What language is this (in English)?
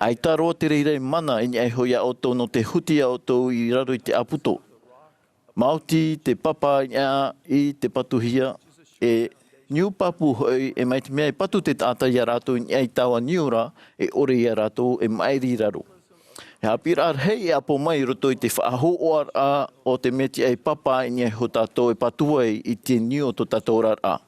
Tahitian